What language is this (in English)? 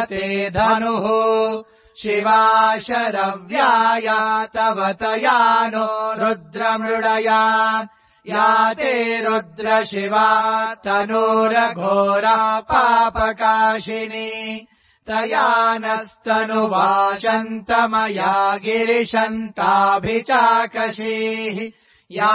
Sanskrit